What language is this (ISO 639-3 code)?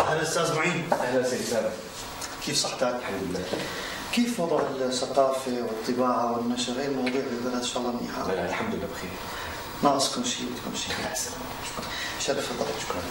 apc